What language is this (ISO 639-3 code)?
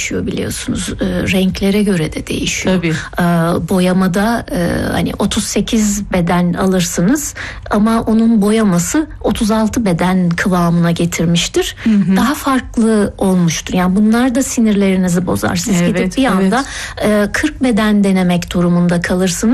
tur